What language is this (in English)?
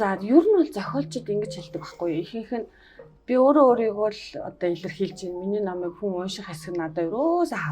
Mongolian